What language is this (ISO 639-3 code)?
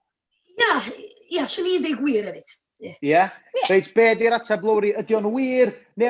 cym